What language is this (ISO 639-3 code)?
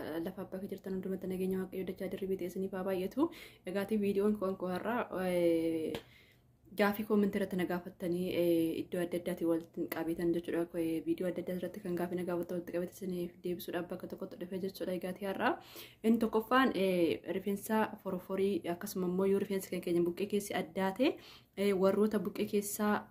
orm